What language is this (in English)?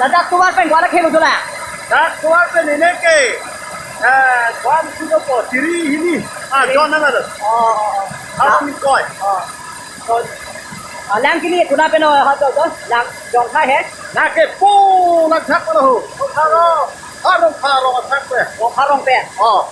Karbi